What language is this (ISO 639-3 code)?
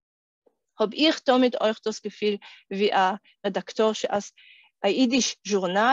yid